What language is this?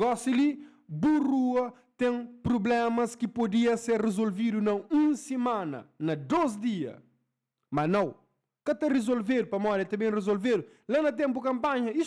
Kabuverdianu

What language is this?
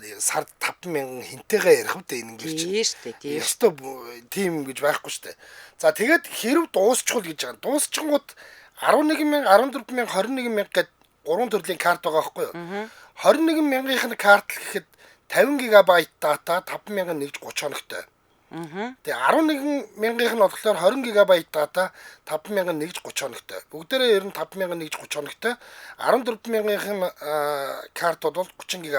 Mongolian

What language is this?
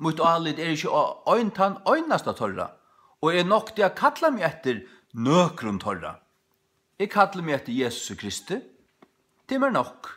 Faroese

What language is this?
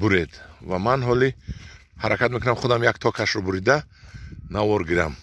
Tajik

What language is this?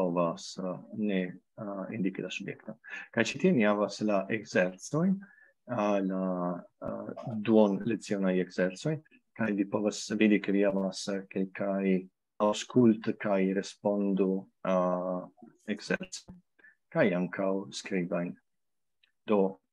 Esperanto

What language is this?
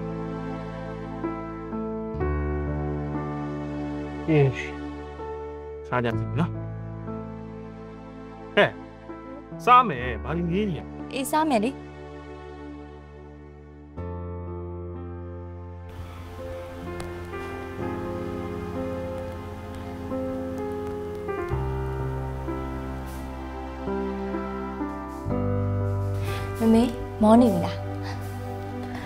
Burmese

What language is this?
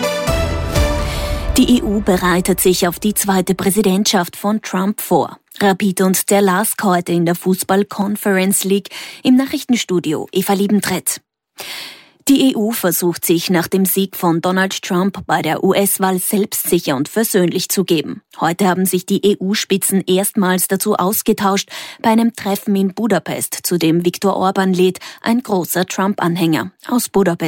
German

